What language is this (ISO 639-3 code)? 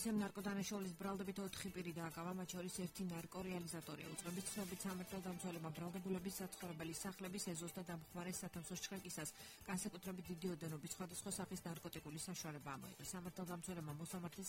kat